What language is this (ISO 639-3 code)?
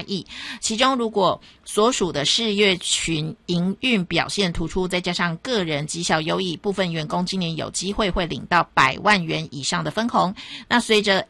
zho